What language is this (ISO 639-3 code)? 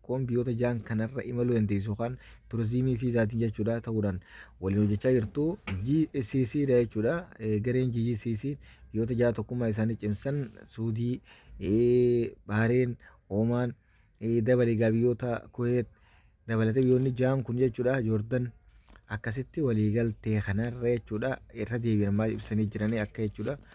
orm